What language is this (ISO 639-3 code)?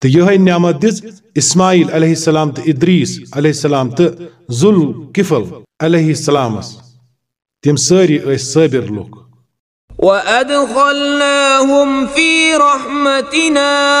kas